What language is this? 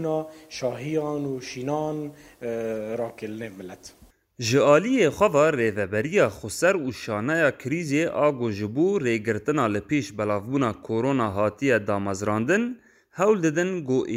Kurdish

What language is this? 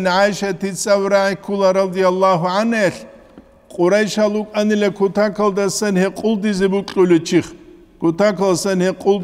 Avaric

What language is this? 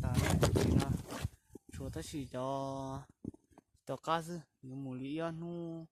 Hmong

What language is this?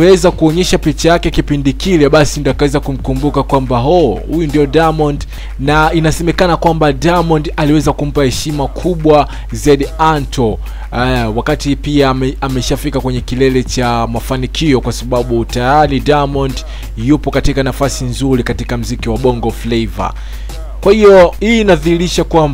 Swahili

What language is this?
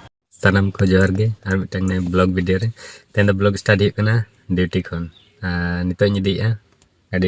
Santali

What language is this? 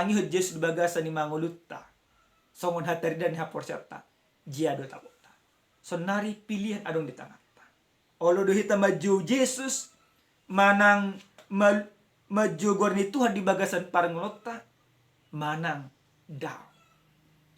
Batak Toba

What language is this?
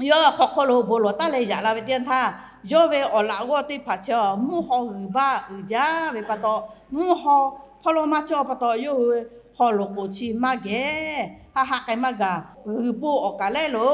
Lahu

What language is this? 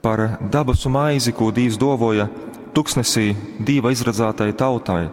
Latgalian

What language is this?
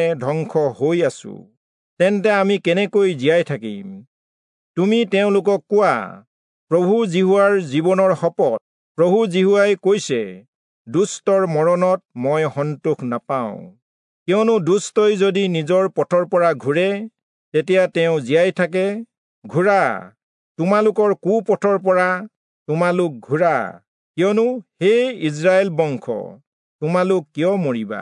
Assamese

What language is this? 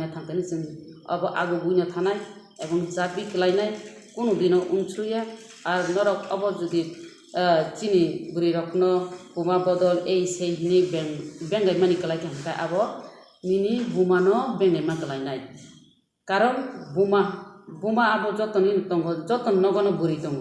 Kok Borok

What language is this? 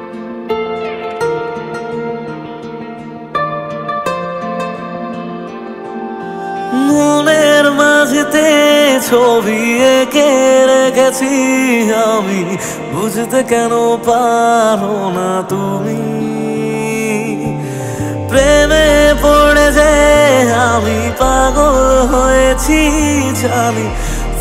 Bangla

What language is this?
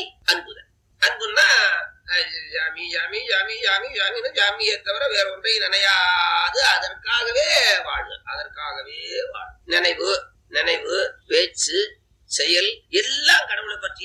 Tamil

